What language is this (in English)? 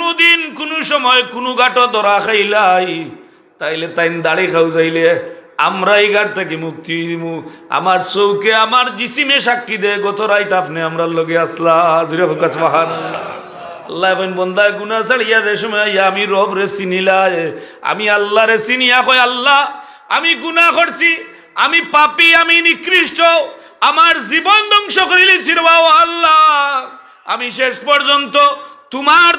Sylheti